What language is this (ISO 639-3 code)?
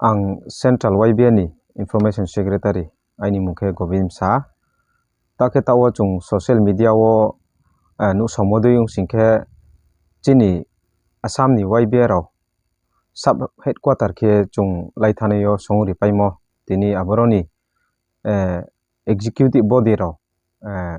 ria